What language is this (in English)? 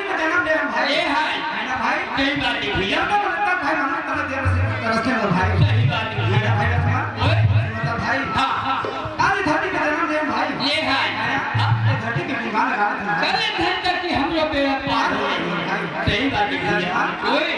Chhattisgarhi